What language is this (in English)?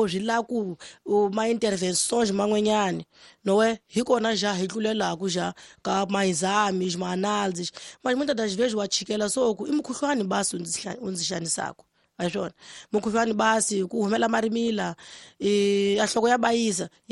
Tsonga